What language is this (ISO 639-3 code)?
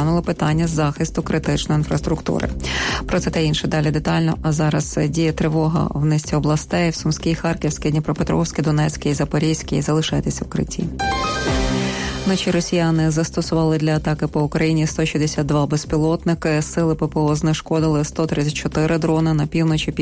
ukr